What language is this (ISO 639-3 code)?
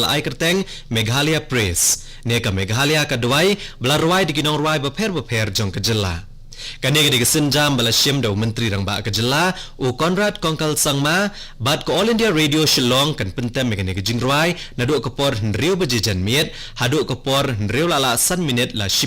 kha